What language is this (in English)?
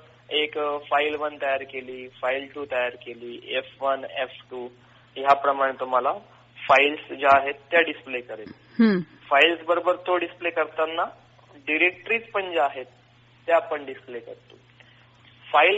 Marathi